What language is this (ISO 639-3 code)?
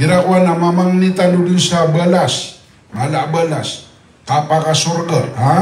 mrw